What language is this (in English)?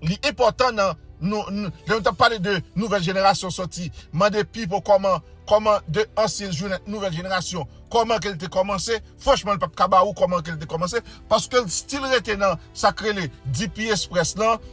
Haitian Creole